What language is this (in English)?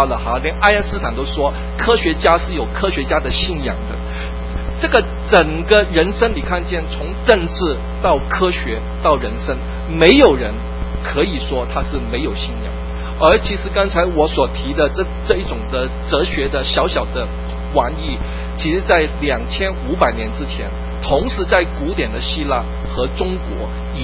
Chinese